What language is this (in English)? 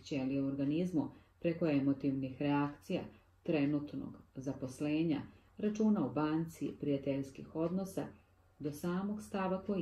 Serbian